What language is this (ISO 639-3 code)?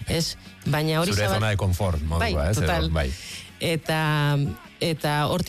eus